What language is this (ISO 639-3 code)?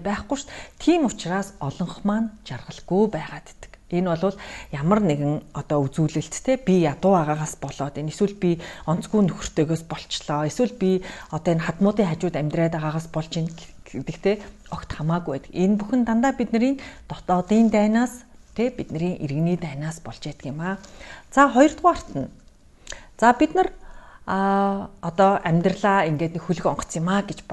mon